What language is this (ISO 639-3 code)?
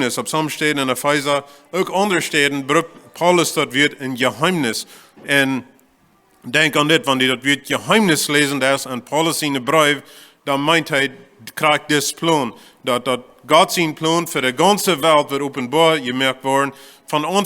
pdt